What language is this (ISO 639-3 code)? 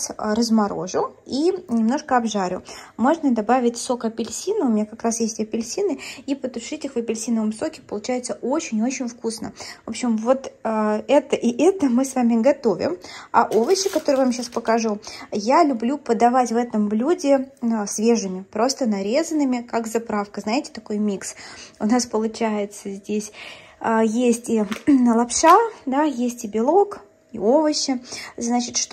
rus